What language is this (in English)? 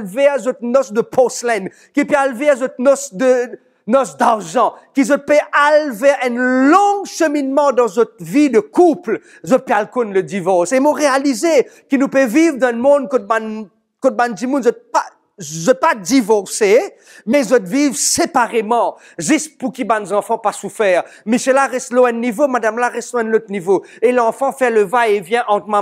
Morisyen